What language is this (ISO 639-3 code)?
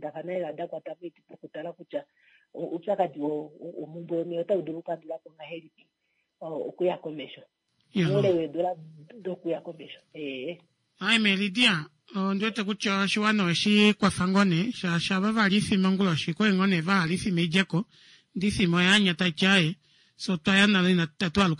kua